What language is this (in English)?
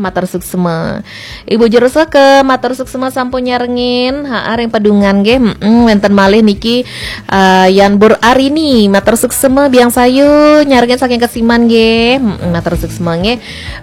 Balinese